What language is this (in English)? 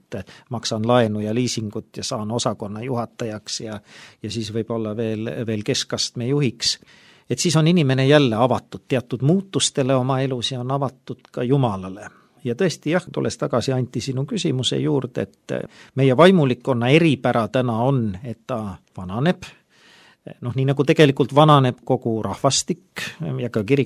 Estonian